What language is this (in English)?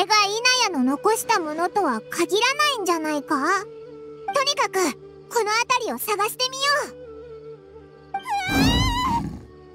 Japanese